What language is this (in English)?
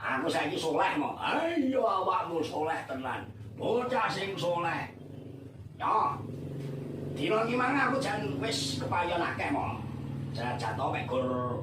Javanese